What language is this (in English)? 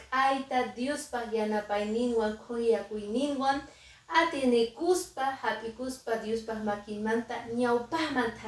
Quechua